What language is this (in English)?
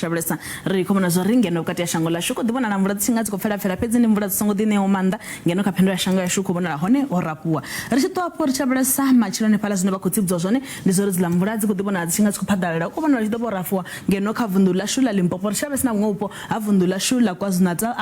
Venda